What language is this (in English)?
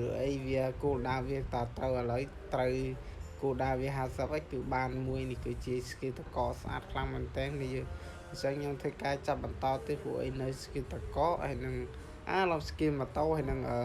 Khmer